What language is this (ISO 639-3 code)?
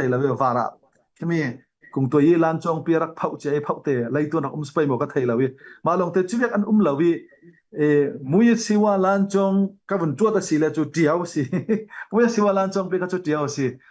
cfm